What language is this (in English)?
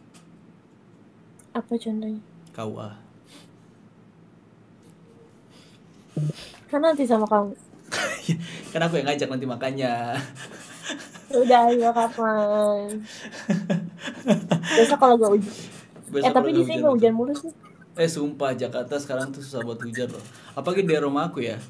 Indonesian